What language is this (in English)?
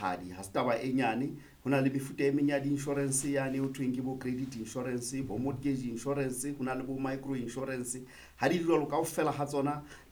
Southern Sotho